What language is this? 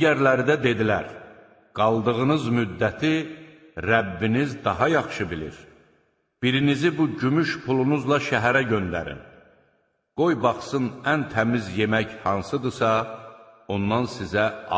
Azerbaijani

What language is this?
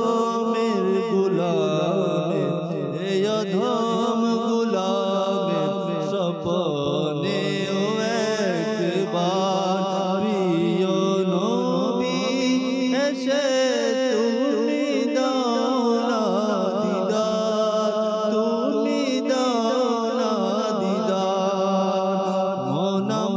Bangla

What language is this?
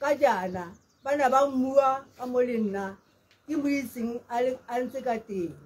Tswana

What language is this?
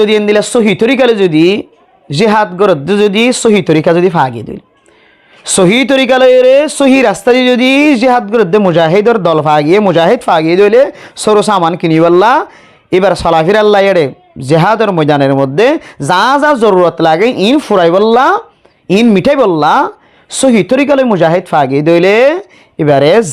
Rohingya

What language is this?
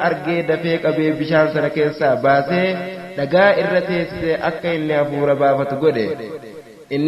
Oromo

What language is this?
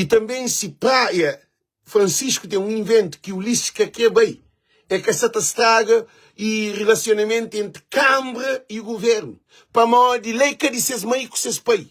Kabuverdianu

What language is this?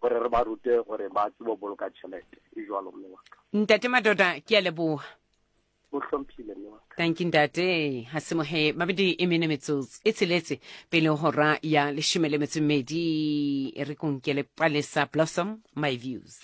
Southern Sotho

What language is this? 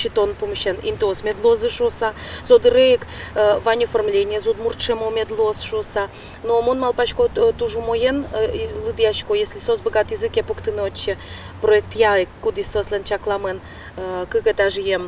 Udmurt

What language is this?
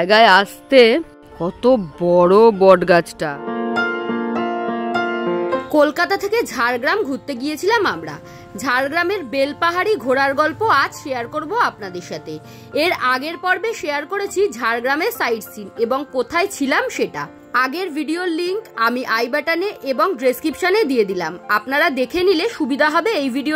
Bangla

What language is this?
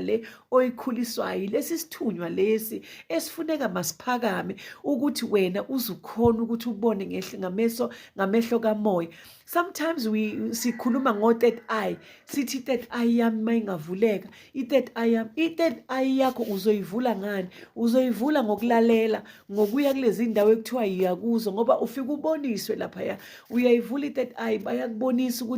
Zulu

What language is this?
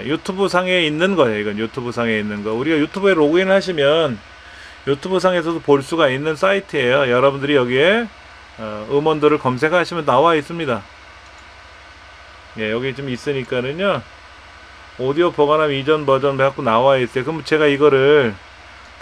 Korean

